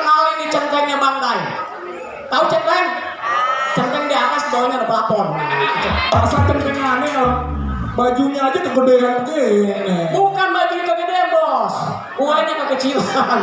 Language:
Betawi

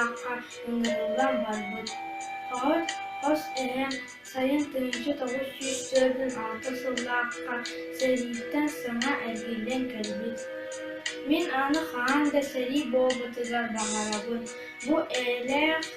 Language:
Yakut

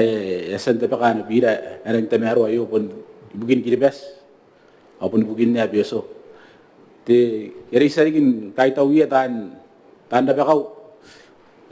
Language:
Gilbertese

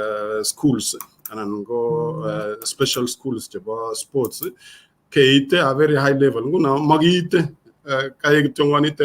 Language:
Kalenjin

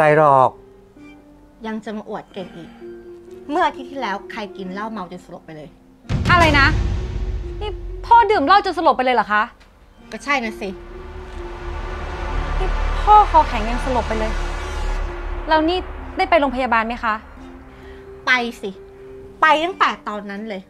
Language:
Thai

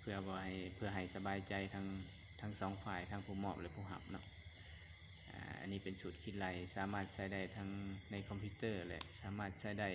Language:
Lao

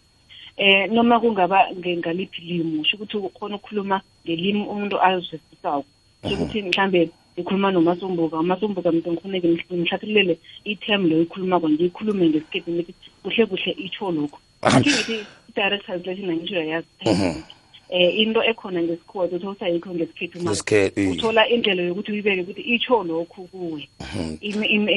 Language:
South Ndebele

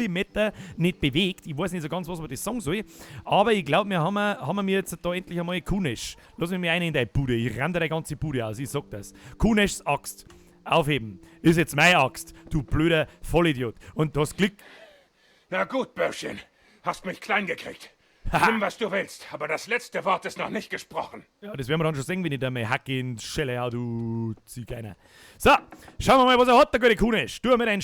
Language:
Bavarian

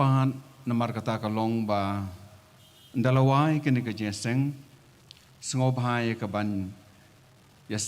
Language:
Khasi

